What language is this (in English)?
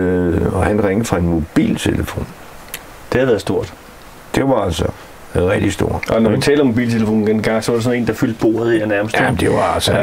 Danish